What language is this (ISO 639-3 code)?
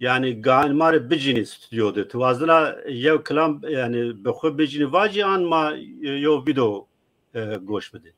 zza